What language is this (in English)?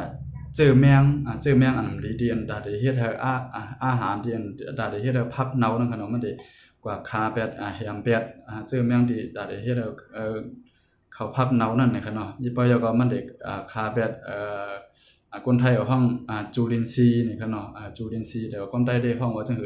Shan